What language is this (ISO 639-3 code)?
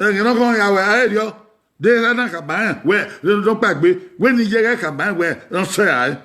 bin